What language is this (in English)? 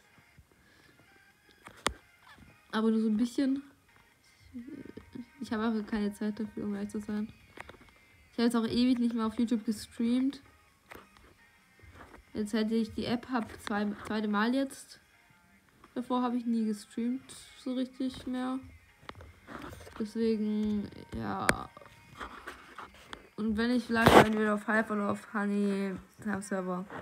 German